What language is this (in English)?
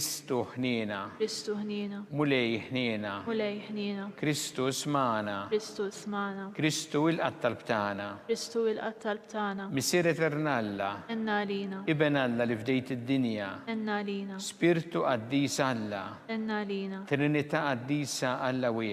Maltese